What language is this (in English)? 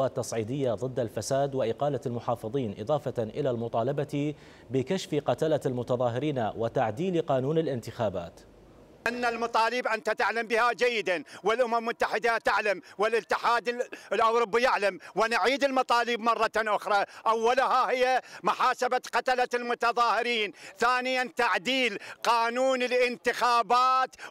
Mesopotamian Arabic